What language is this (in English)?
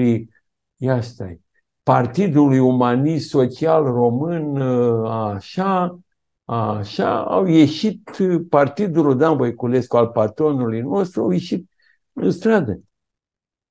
Romanian